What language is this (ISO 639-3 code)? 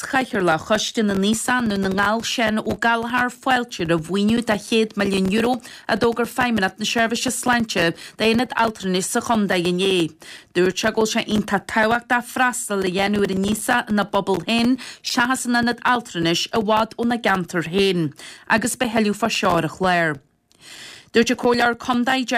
gle